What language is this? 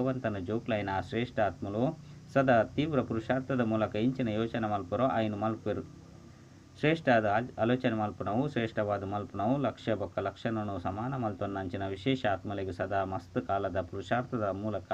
Tulu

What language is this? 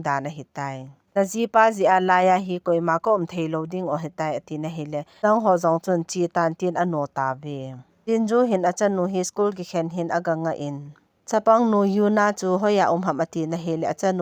Thado Chin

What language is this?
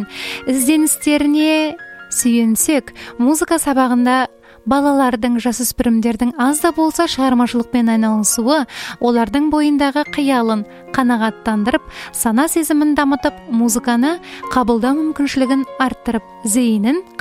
Kazakh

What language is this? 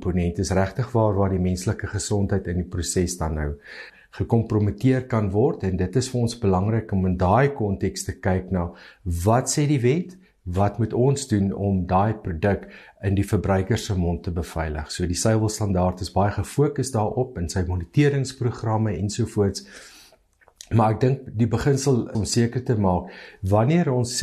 Afrikaans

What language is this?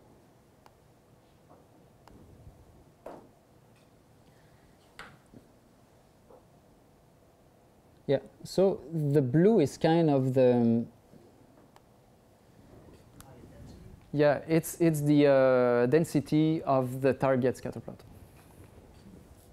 English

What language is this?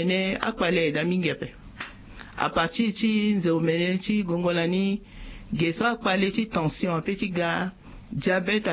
Sango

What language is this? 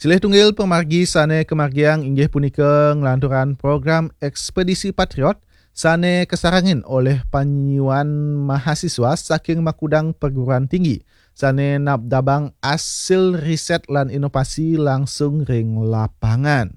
Balinese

